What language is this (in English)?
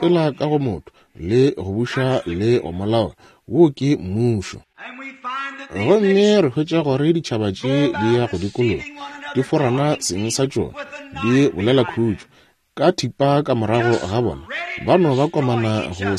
Northern Sotho